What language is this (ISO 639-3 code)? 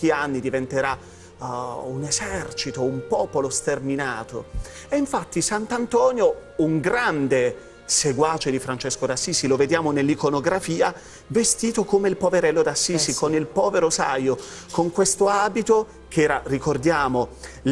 ita